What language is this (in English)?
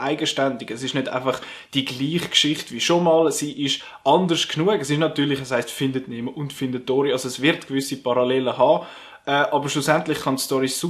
Swiss German